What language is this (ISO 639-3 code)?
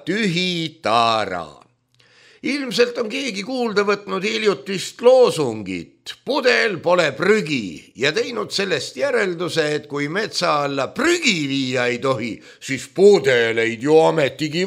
est